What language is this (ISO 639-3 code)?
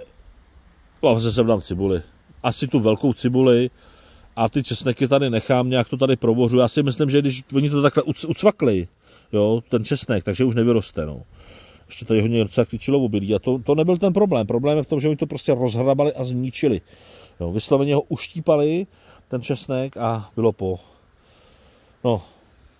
ces